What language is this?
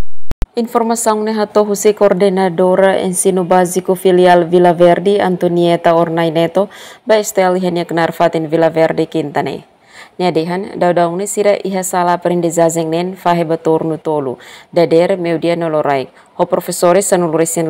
Tetum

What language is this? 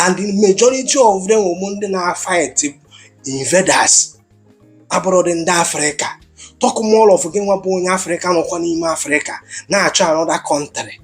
Igbo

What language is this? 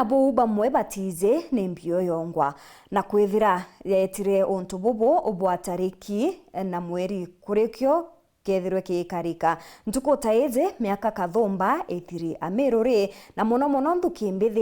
Meru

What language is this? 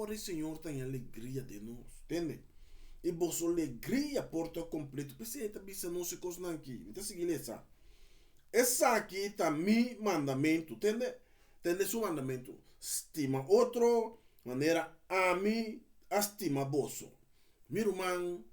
Papiamento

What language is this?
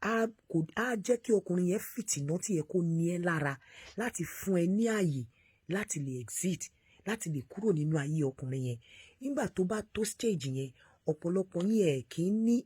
Yoruba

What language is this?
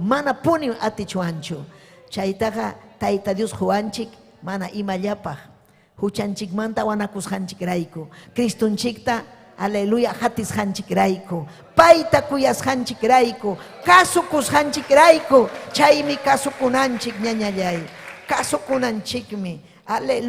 Ayacucho Quechua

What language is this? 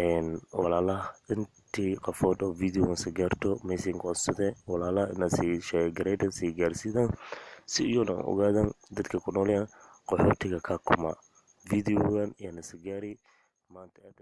Somali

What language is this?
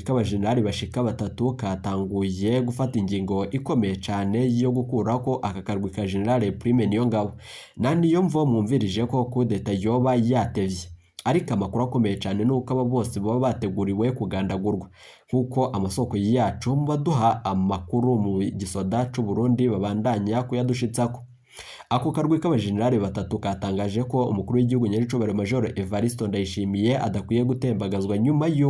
Rundi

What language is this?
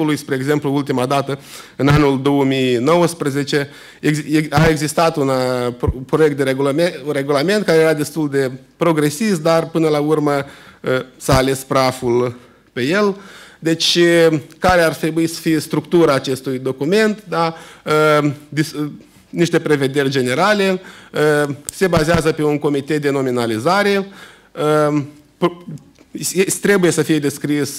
Romanian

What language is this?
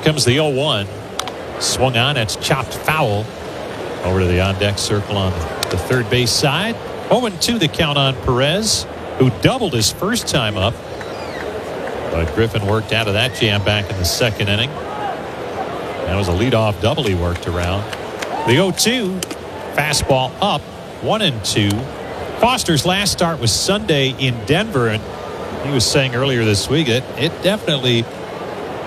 English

